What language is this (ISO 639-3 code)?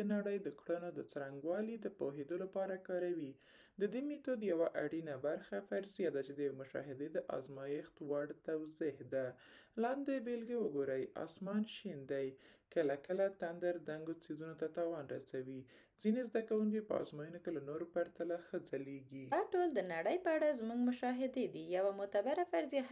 pus